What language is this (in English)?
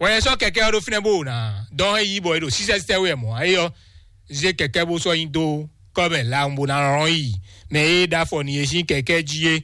Fon